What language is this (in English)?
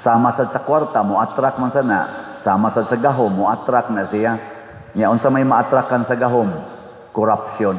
Cebuano